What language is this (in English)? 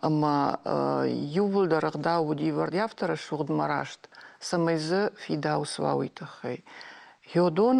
Ossetic